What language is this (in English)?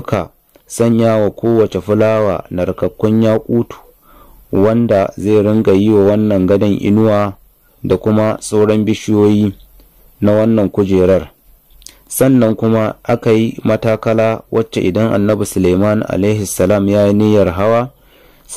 Hausa